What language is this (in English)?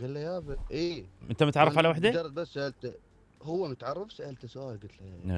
Mesopotamian Arabic